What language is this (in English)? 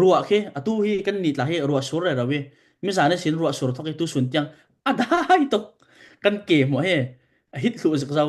Falam Chin